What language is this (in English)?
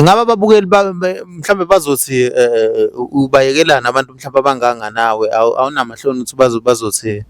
Zulu